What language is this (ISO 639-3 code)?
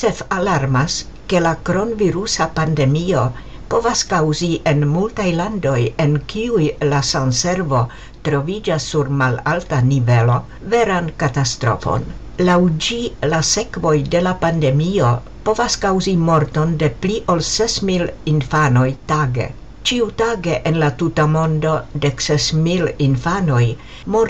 epo